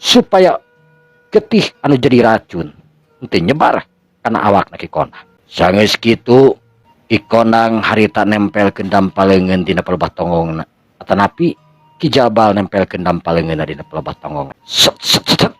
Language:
Sundanese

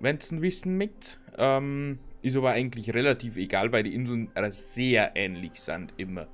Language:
Bavarian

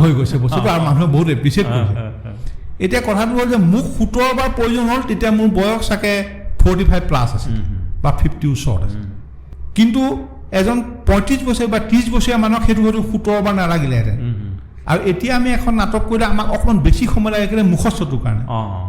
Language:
Assamese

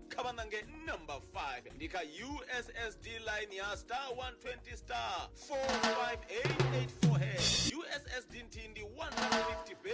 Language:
Venda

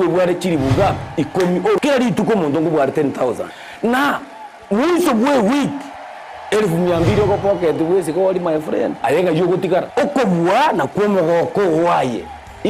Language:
Gusii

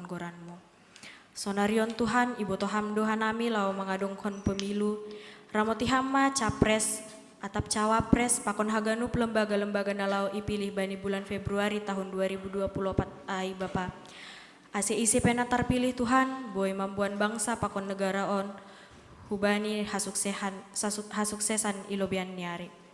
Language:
Batak Simalungun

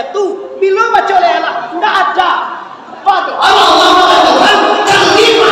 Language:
Minangkabau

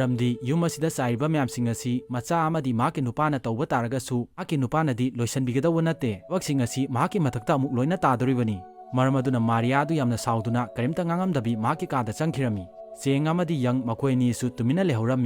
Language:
Manipuri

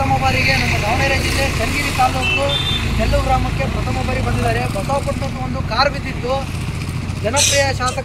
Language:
Kannada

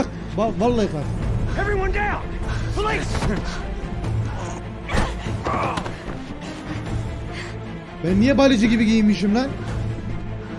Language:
Turkish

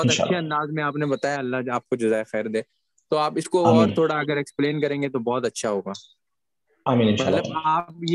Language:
Urdu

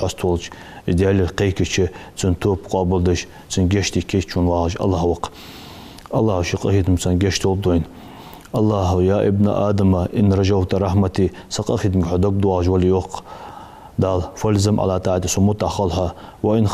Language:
Ingush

